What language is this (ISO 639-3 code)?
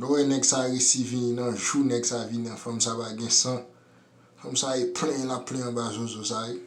hat